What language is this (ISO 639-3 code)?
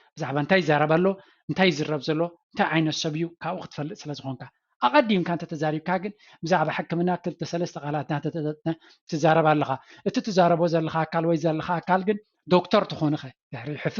tir